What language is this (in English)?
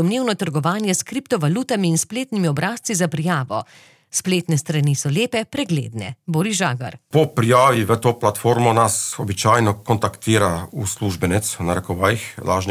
Slovenian